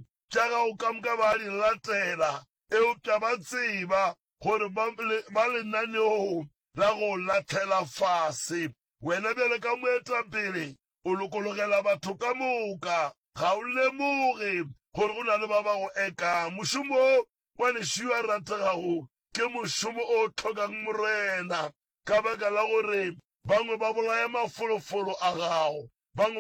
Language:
Northern Sotho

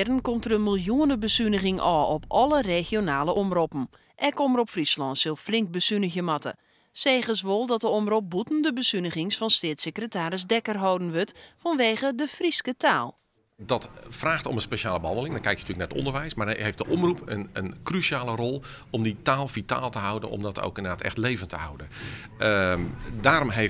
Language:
Western Frisian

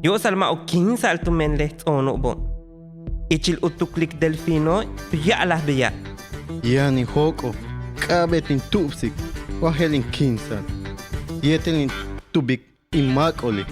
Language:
Yucateco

